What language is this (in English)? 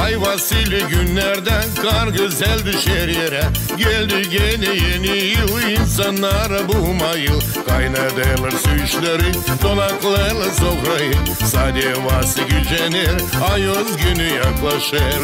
Gagauz